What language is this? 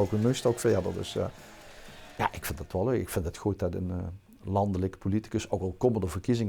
Limburgish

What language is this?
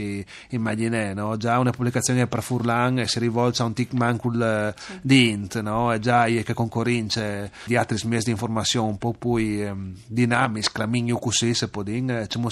Friulian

